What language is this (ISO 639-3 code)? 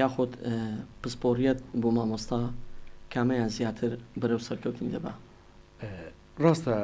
ckb